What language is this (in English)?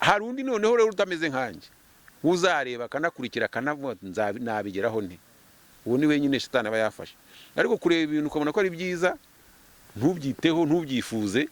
Kinyarwanda